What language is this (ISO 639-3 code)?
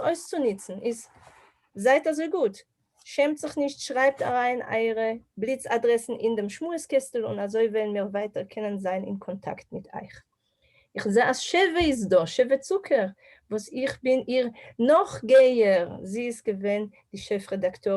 yid